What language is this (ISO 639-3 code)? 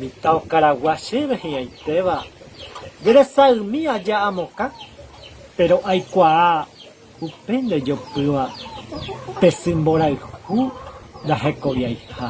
grn